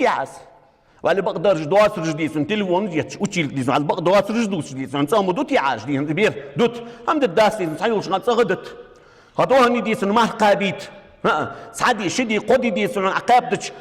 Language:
Ingush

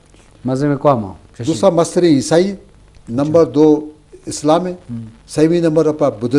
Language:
Eastern Balochi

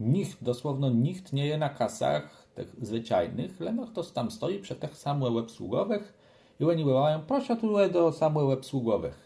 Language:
Kashubian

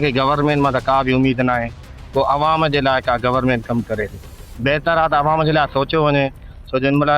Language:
Sindhi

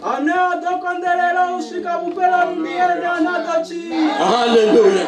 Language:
Venda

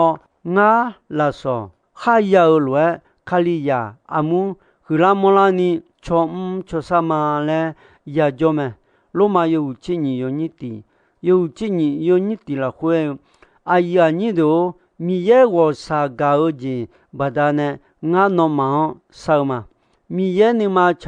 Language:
Akha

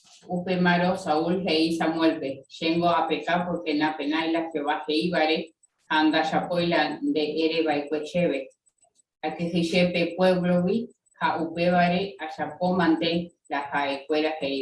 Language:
Guarani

